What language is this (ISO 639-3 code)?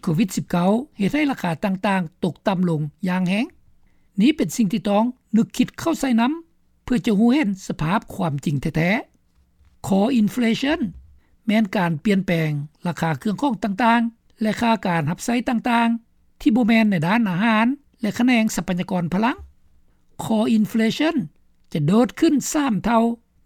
lao